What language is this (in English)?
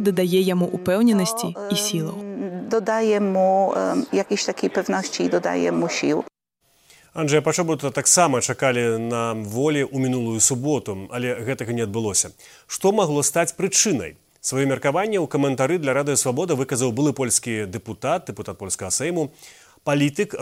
Belarusian